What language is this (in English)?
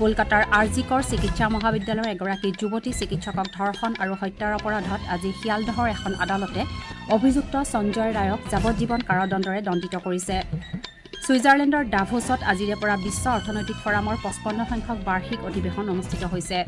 Assamese